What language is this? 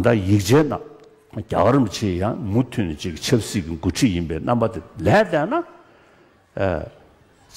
Tibetan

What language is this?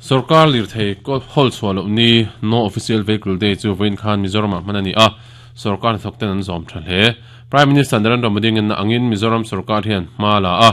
Mizo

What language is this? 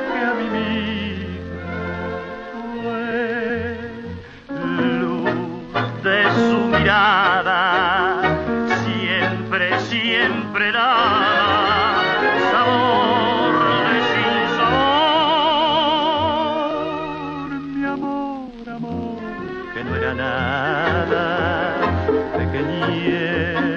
Spanish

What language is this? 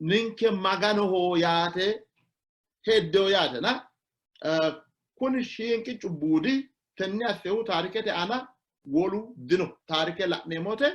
Sidamo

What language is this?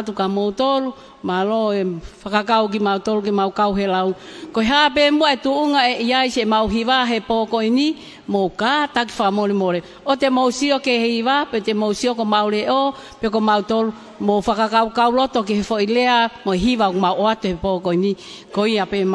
Tongan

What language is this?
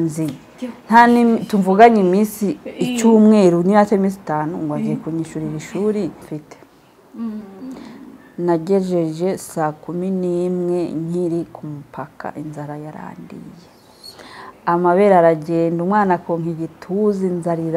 Kinyarwanda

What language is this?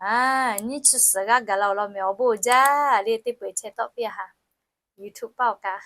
Lahu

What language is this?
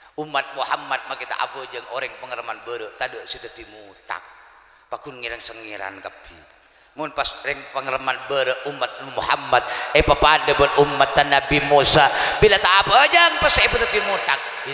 Madurese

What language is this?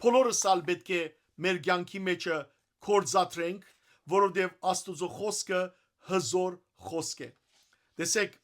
Western Armenian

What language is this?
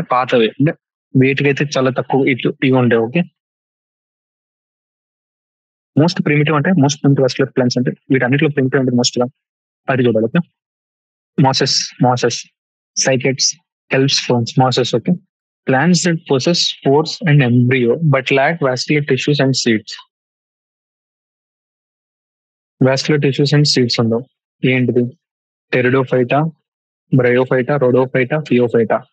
Telugu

